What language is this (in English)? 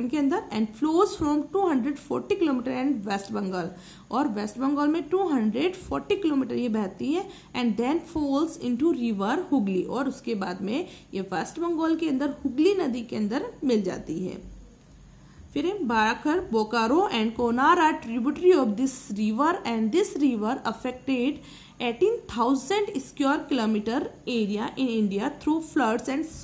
Hindi